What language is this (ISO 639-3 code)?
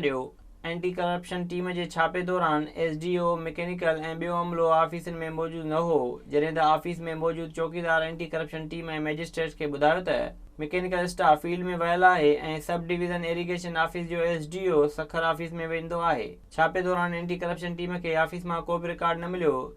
snd